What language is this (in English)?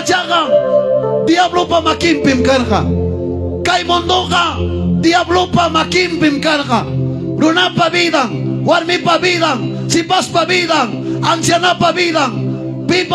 Ayacucho Quechua